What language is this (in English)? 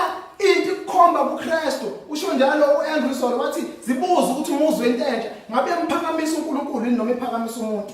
Zulu